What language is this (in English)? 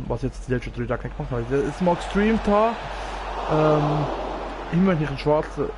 Swiss German